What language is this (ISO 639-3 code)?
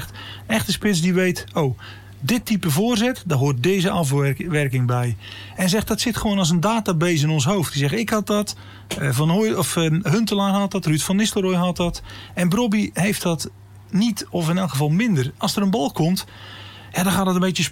nld